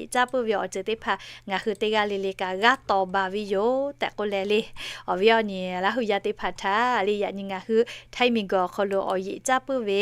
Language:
Lahu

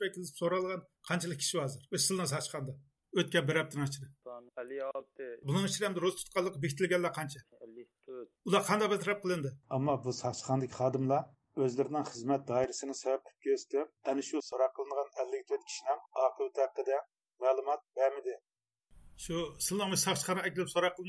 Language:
Uyghur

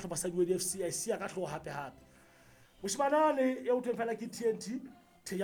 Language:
Southern Sotho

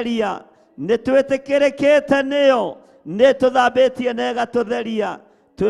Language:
Kikuyu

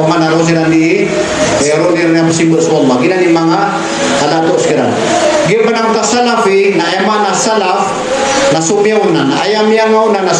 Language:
Maranao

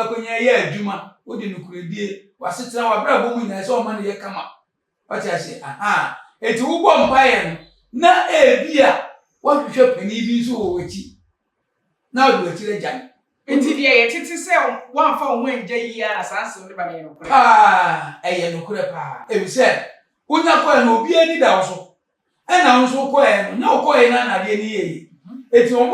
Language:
Akan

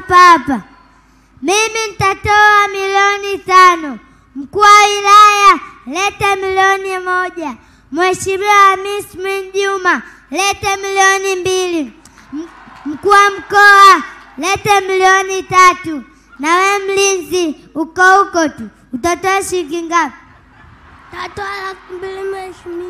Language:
Swahili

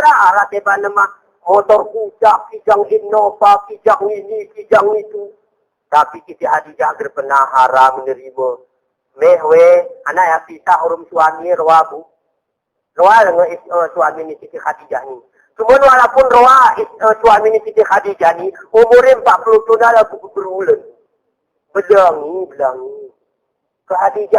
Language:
Gayo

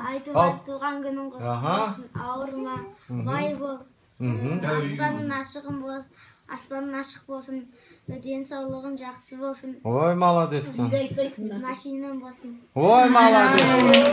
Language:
Kyrgyz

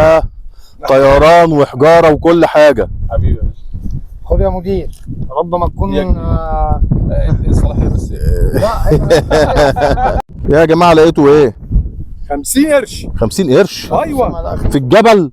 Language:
Egyptian Arabic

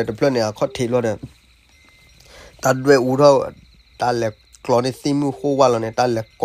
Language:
S'gaw Karen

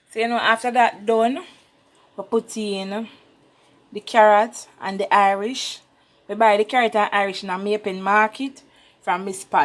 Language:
Jamaican Creole English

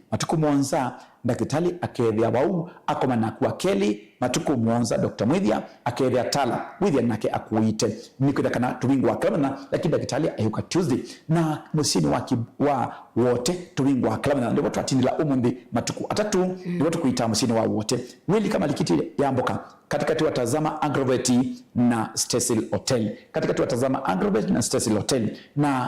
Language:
Kamba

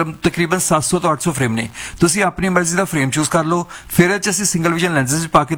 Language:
Punjabi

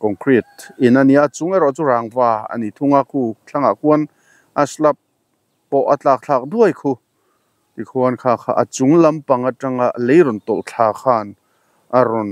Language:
Mizo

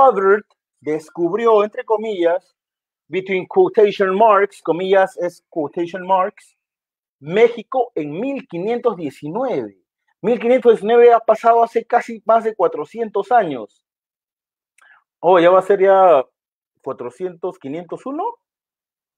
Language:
Spanish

